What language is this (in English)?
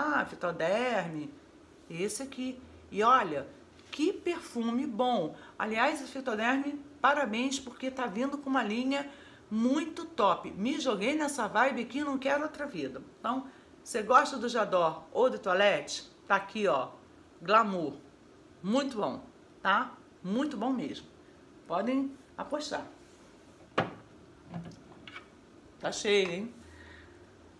Portuguese